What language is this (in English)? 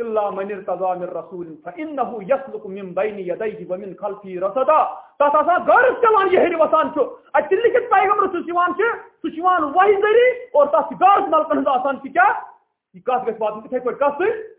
Kashmiri